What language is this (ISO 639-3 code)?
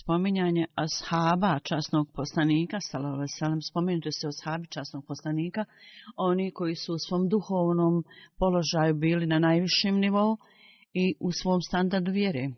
bos